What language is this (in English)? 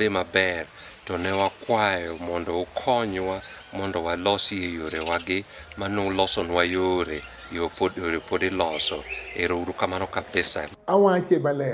Luo (Kenya and Tanzania)